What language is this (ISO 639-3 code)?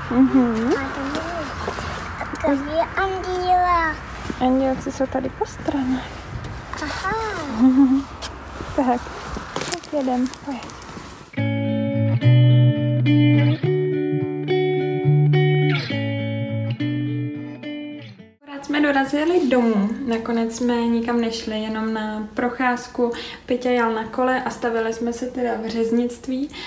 ces